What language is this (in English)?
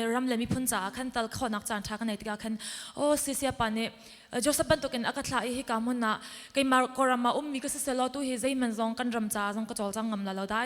Hakha Chin